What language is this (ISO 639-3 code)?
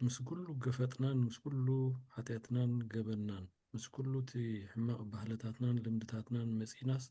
tir